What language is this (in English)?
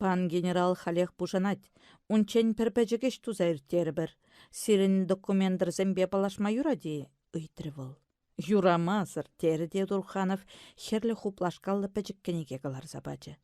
Chuvash